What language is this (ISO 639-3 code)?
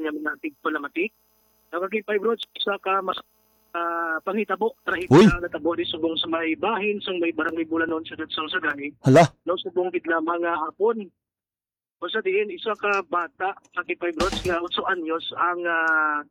hil